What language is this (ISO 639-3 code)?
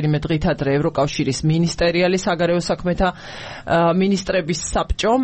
kat